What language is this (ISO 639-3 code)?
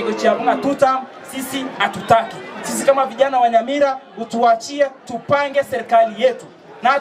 guz